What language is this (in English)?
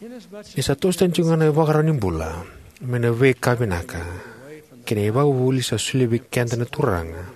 Fijian